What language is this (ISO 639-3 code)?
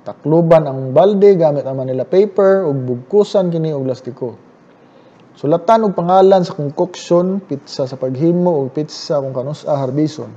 ceb